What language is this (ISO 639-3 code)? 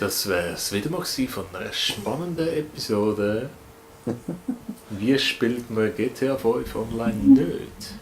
gsw